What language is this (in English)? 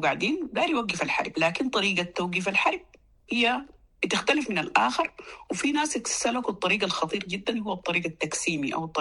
Sudanese Arabic